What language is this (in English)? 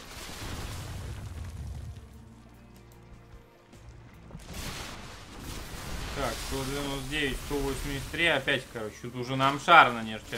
Russian